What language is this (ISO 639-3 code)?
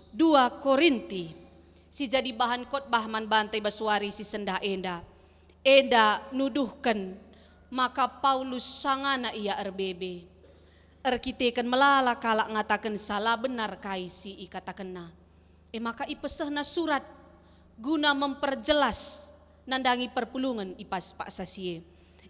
btx